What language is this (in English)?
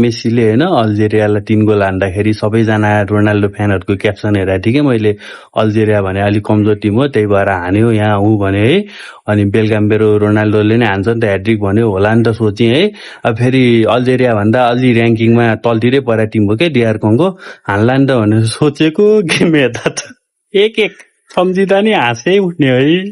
Nepali